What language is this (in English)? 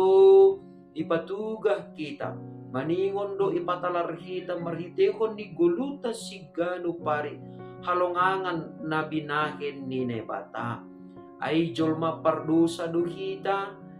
Batak Simalungun